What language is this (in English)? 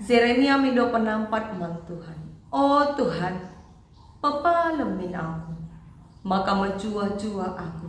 Batak Karo